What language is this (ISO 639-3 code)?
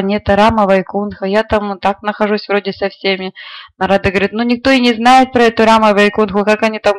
rus